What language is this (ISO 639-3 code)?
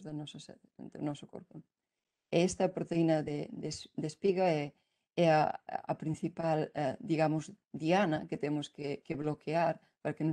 glg